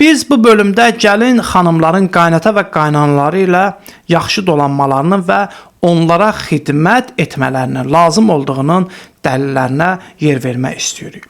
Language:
Azerbaijani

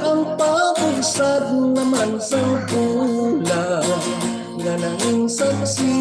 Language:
Hiligaynon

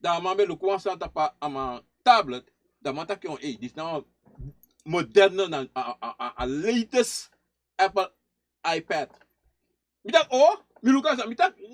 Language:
Sranan Tongo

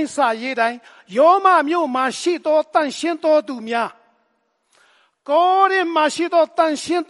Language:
Burmese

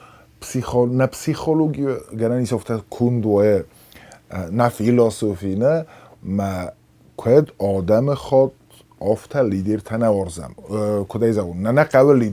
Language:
Ossetic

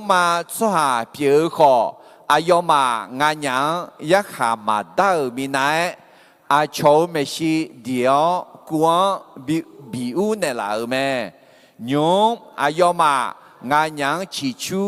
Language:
Akha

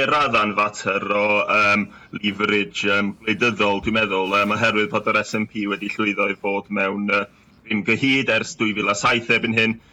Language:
Welsh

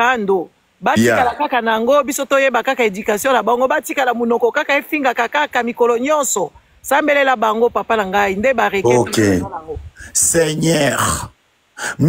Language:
Lingala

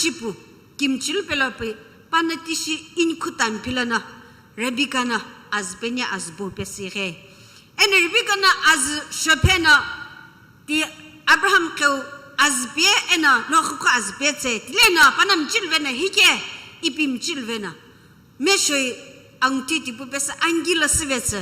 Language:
Sumi Naga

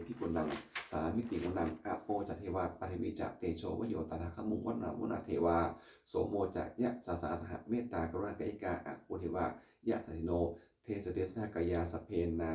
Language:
Pali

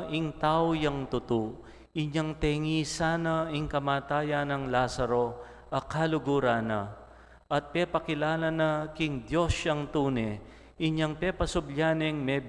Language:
Pampanga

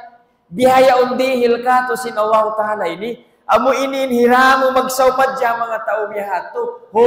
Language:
Tausug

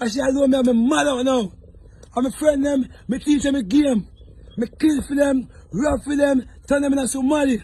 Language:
Jamaican Creole English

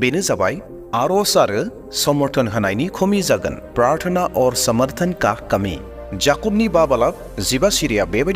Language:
Bodo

